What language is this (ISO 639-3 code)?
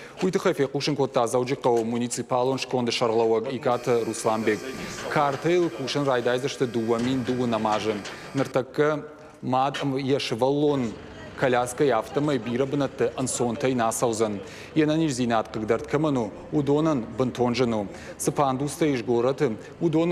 oss